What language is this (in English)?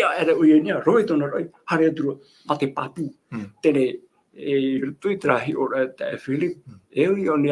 Tahitian